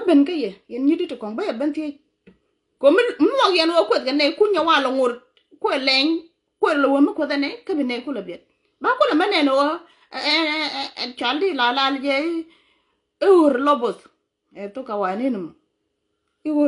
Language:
Nuer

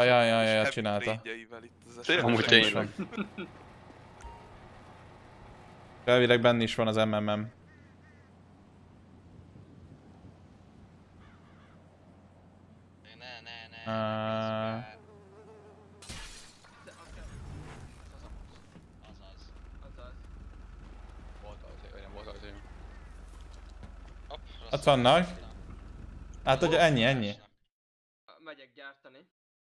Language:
Hungarian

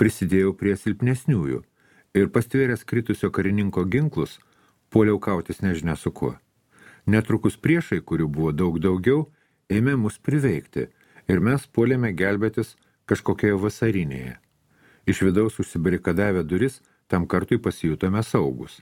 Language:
Lithuanian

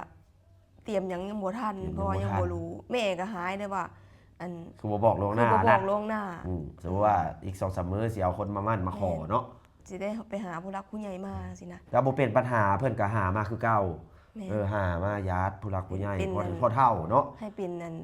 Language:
Lao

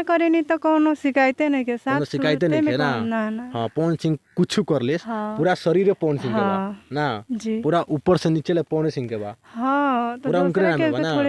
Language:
Bhojpuri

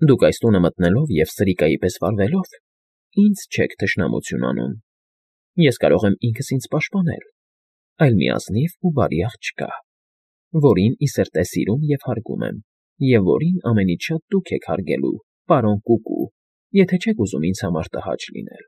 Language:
Armenian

